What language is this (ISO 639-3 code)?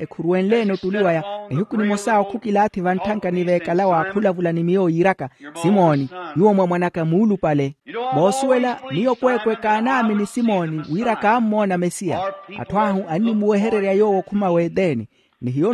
vmw